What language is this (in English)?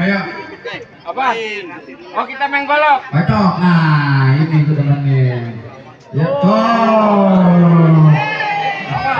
Betawi